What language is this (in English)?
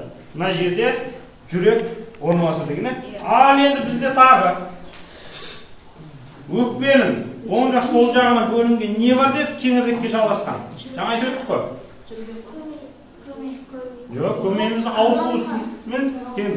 Kazakh